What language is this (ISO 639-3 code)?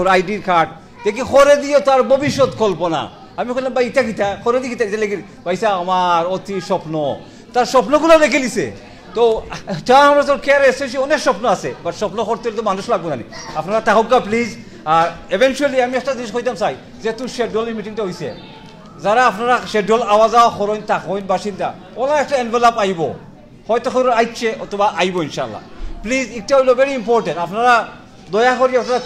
syl